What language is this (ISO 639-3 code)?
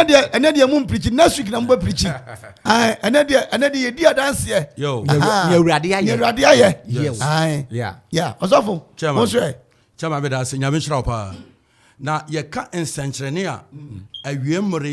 aka